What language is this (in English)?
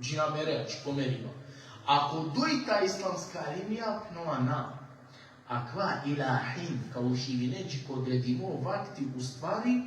Balkan Romani